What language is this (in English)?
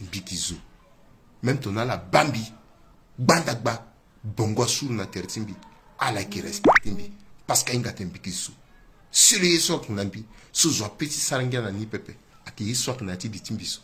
Sango